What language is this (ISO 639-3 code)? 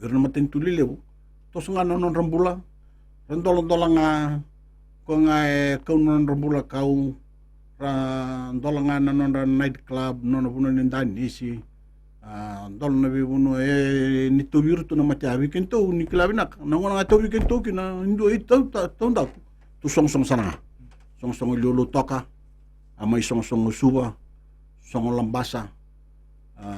fij